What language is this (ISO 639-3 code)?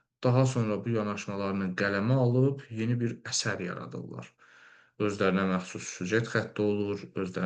aze